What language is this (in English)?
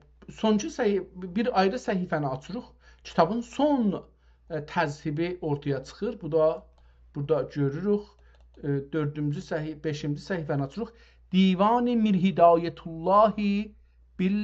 South Azerbaijani